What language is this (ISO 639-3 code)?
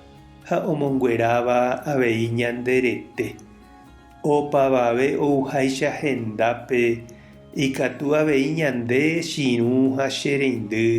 grn